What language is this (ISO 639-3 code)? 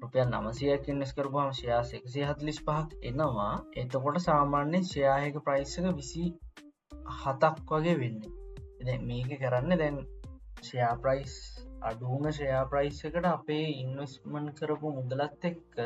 sin